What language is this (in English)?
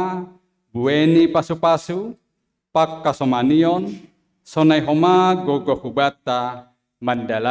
Batak Simalungun